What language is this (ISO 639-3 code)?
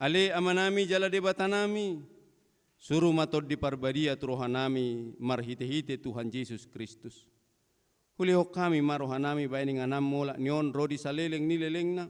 bbc